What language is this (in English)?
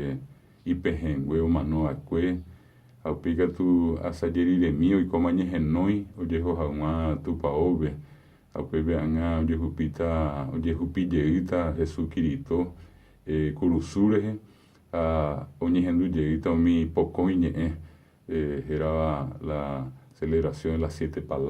Guarani